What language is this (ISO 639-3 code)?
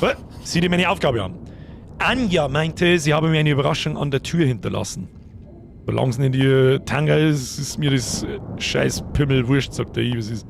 bar